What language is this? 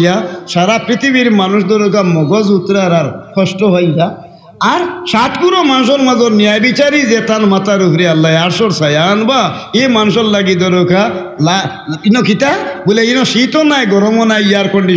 Sylheti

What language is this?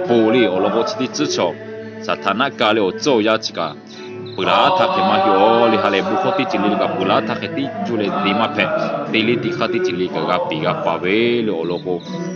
Lahu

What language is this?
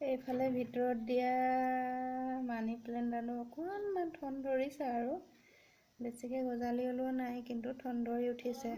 Assamese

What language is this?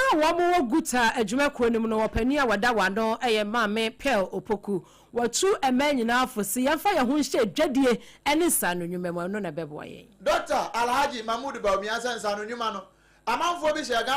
Akan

